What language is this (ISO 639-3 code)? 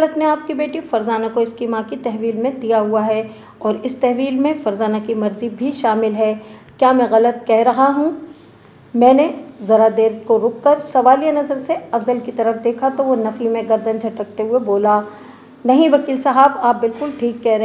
urd